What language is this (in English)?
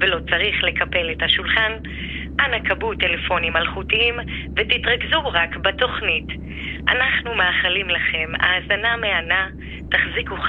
Hebrew